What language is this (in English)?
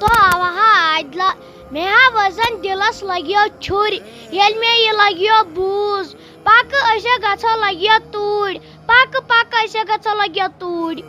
Kashmiri